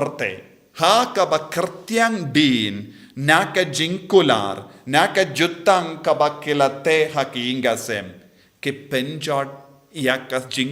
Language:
Khasi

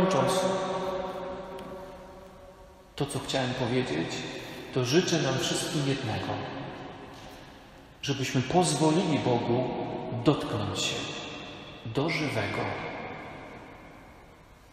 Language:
Polish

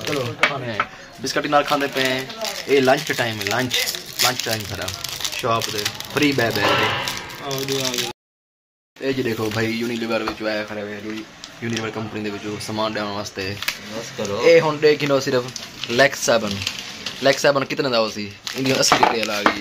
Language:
Saraiki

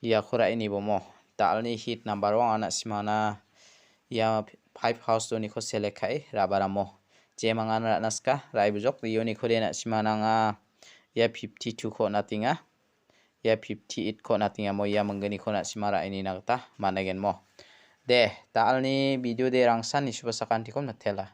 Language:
Garo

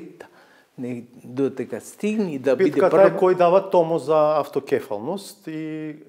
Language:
Macedonian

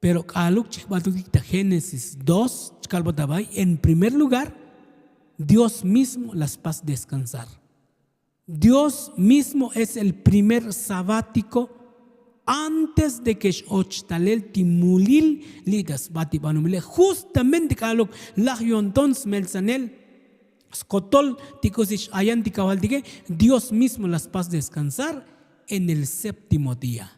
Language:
Tzotzil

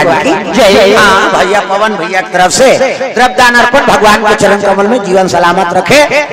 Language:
Chhattisgarhi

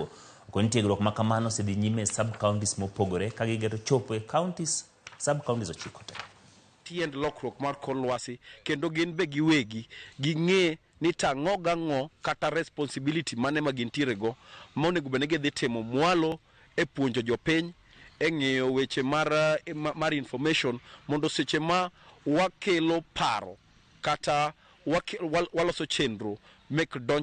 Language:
Luo (Kenya and Tanzania)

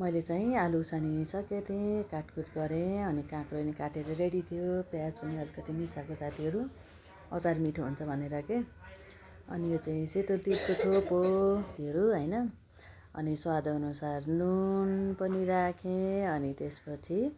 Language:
Nepali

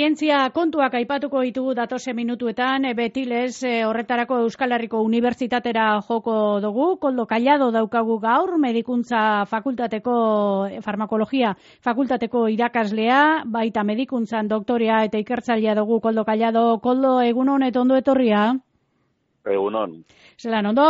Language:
Basque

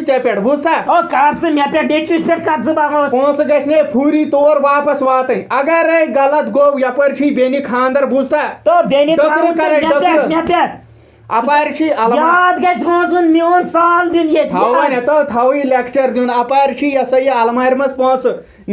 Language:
Kashmiri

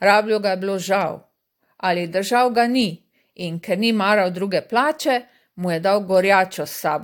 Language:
Slovenian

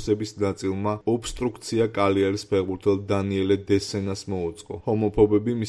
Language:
Georgian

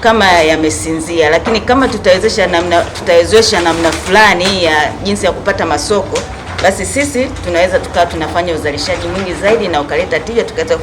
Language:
Swahili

